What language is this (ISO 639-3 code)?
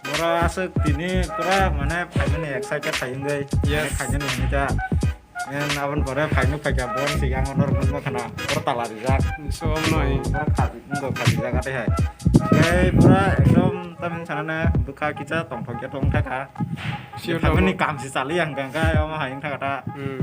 trp